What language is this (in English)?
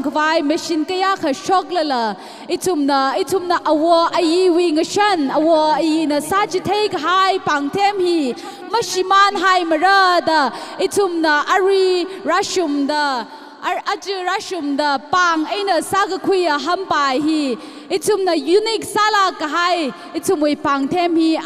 Tangkhul Naga (India)